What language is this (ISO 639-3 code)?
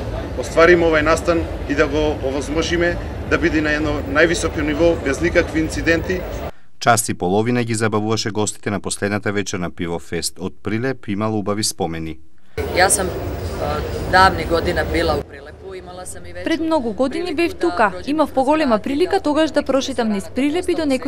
mkd